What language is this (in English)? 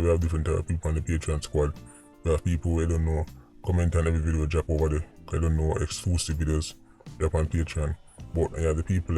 Jamaican Creole English